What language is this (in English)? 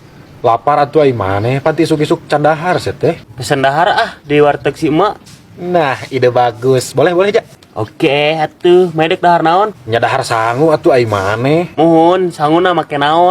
Sundanese